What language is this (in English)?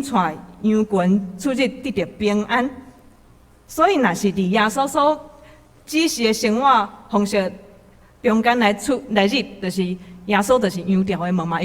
Min Nan Chinese